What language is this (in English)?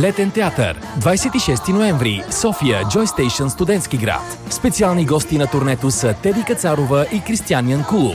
Bulgarian